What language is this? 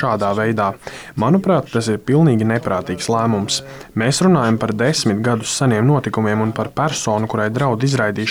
Latvian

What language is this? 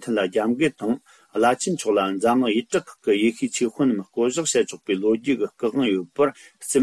Tibetan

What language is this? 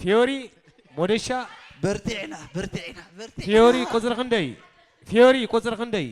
Tigrinya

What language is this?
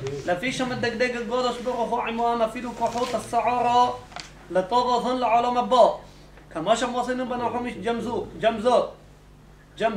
Hebrew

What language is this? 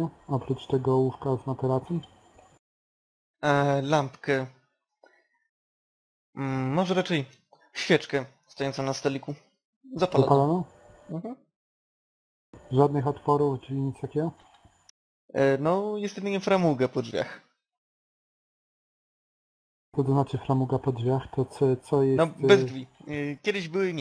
Polish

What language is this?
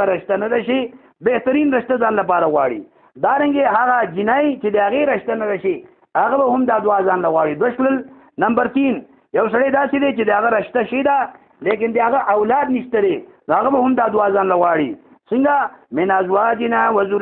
Pashto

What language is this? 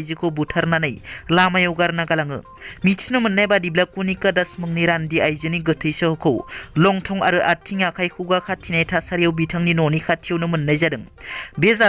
Bodo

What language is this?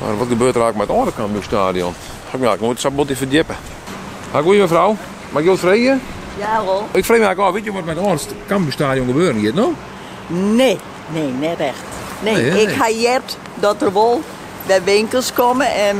Western Frisian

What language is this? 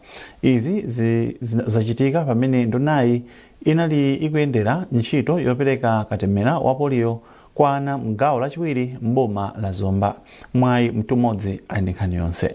Nyanja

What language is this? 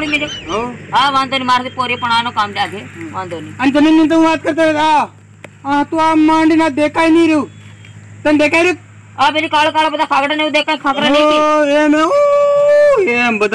Gujarati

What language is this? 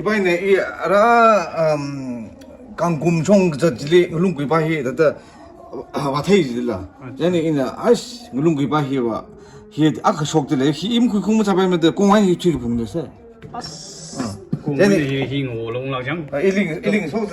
Tangkhul Naga (India)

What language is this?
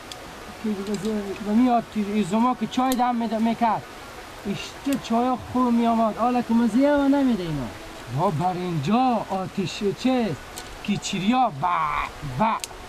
Persian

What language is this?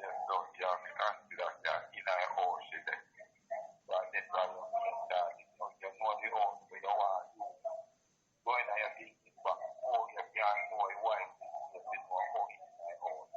Jamaican Creole English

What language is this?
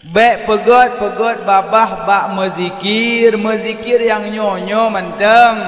Achinese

